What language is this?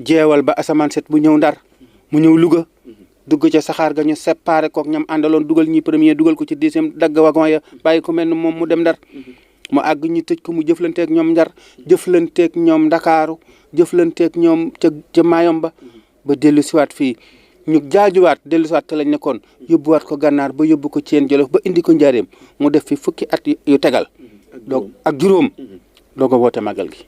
Wolof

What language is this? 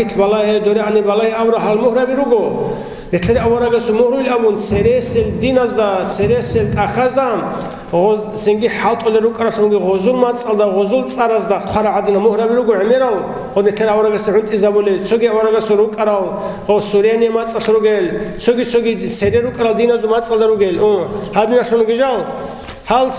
Avaric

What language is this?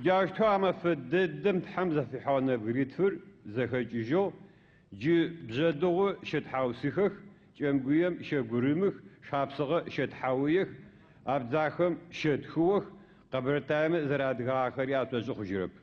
Adyghe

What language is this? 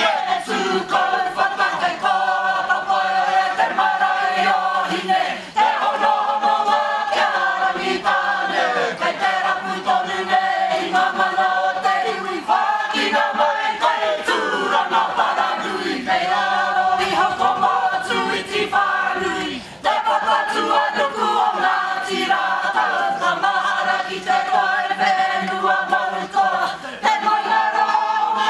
Māori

